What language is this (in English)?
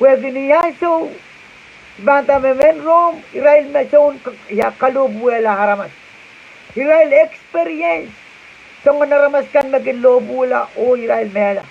Pohnpeian